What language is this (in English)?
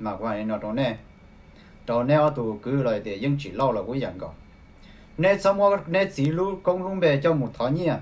Hmong